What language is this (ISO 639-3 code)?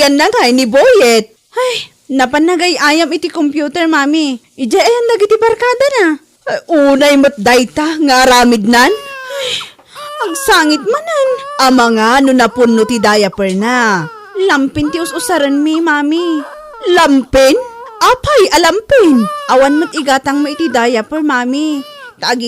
ilo